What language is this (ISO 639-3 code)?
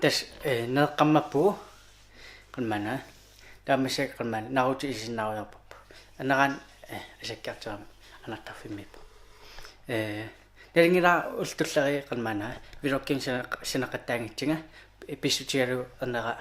kal